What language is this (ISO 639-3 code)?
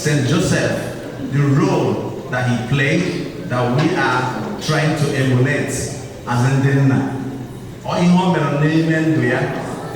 ibo